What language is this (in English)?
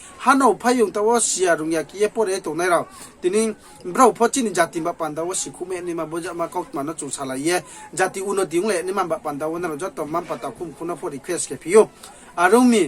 Riang (India)